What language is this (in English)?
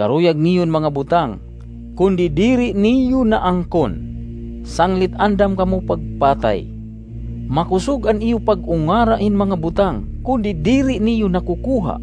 Waray